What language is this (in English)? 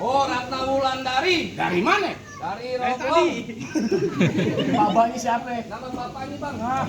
Betawi